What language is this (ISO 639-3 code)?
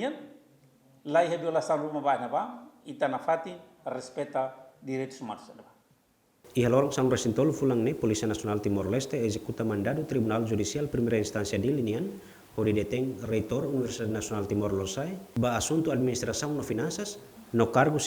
tet